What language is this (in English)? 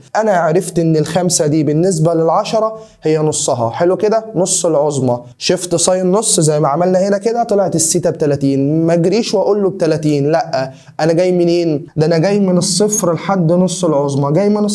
Egyptian Arabic